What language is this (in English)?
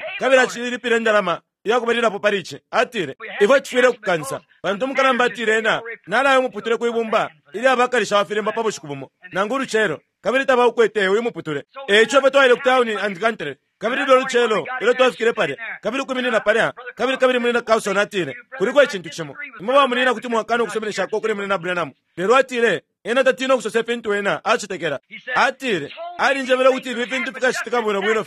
Bemba